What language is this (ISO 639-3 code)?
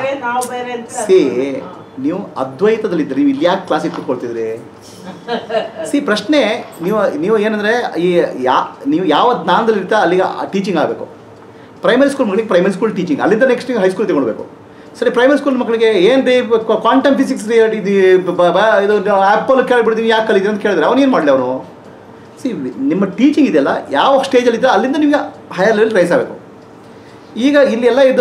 kan